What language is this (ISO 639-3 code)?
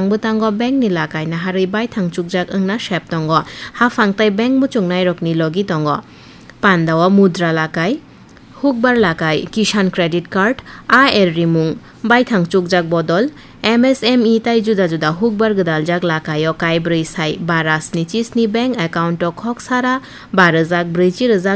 trp